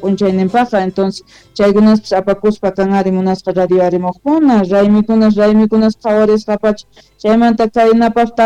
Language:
South Bolivian Quechua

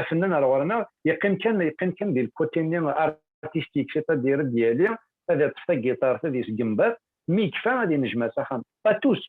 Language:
Kabyle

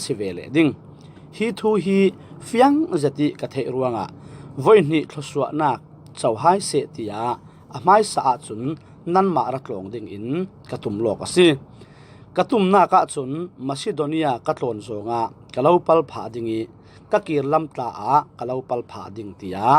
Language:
Falam Chin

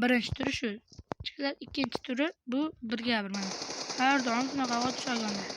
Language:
Uzbek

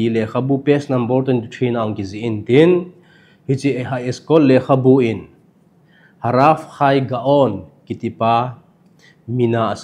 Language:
Thado Chin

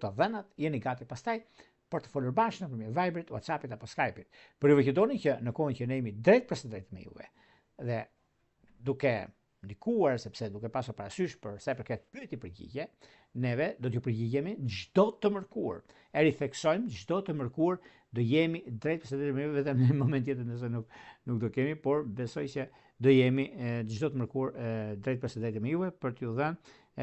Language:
Albanian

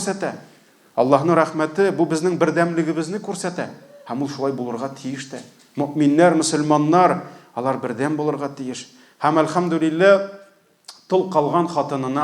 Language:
Tatar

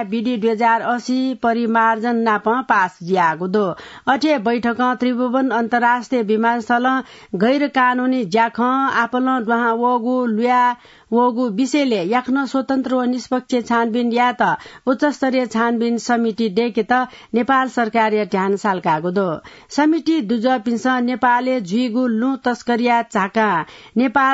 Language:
Newari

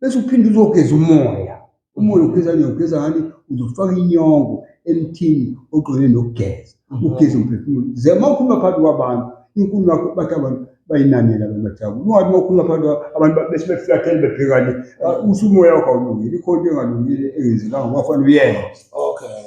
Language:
Zulu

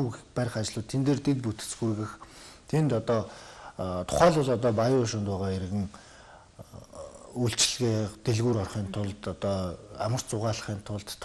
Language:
Mongolian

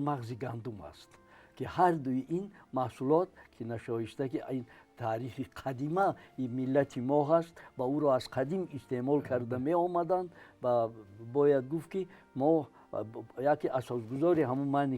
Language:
Tajik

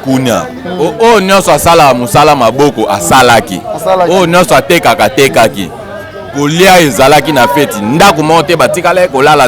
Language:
Lingala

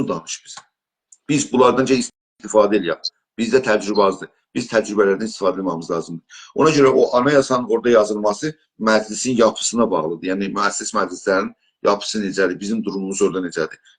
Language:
South Azerbaijani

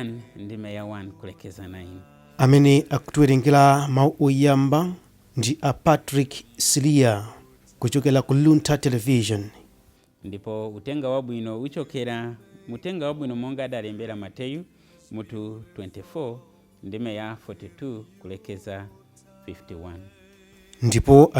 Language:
Nyanja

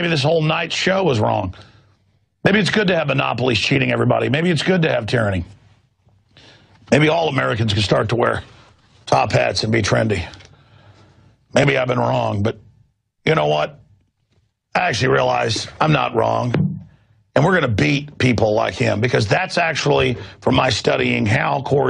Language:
English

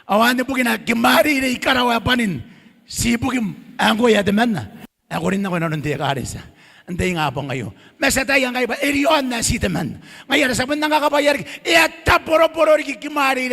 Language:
Gilbertese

